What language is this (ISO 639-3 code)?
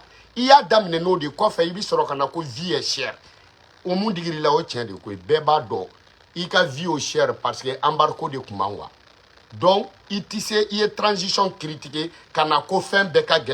bam